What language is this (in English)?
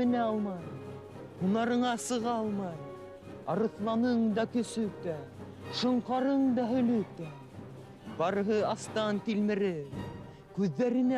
Bashkir